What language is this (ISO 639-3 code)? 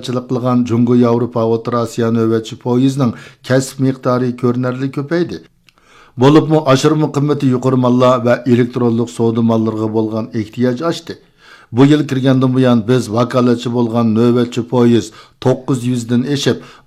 uig